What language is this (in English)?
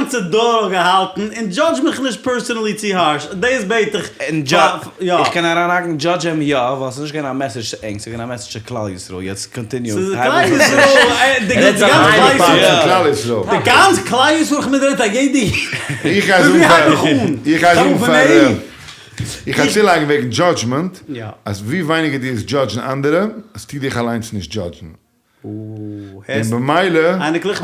Yiddish